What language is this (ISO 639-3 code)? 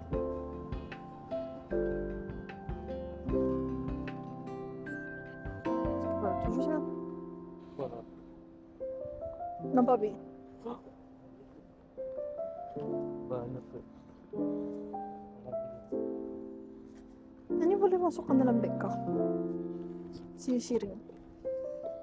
msa